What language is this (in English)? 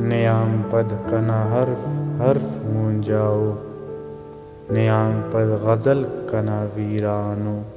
Brahui